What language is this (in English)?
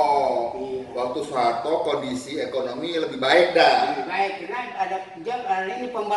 Betawi